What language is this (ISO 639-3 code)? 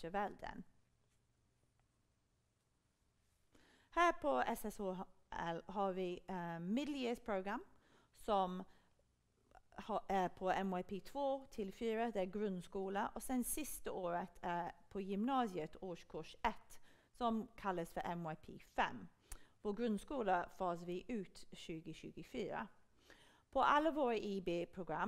swe